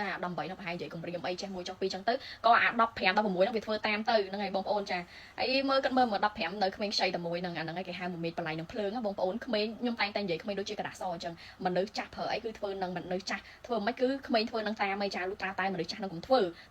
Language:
Khmer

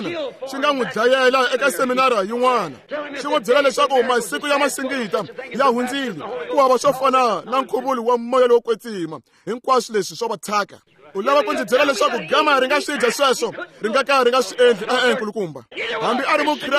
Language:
Tsonga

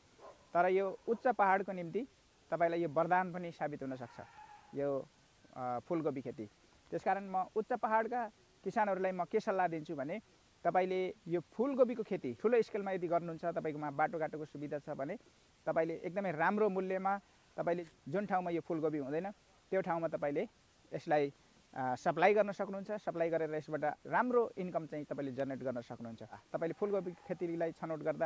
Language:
Nepali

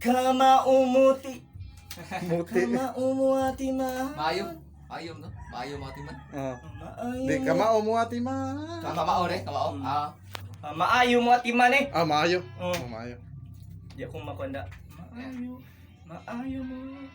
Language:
Cebuano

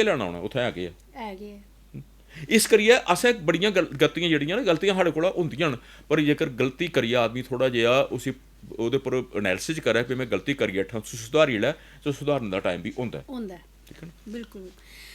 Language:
Dogri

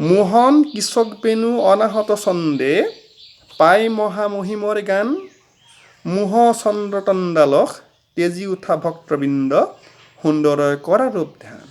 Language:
Assamese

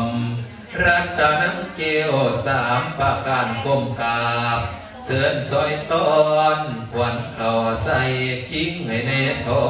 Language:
Pali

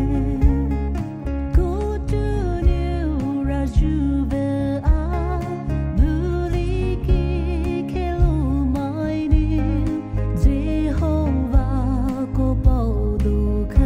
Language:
Poumei Naga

